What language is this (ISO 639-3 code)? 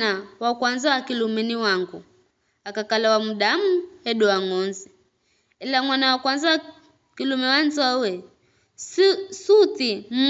nyf